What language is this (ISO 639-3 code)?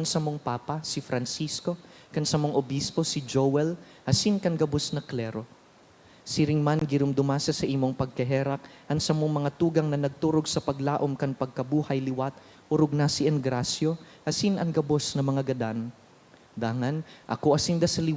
bik